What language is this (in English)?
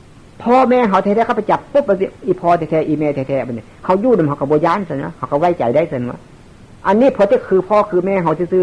Northeastern Thai